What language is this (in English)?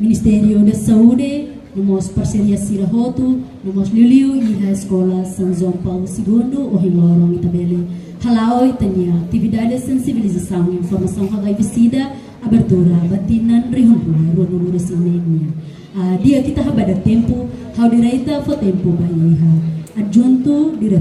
Tetum